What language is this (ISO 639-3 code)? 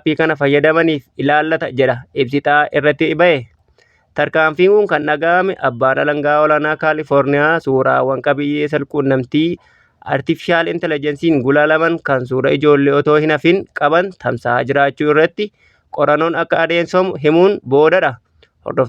orm